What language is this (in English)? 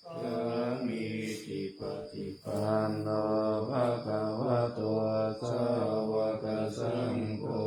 Pali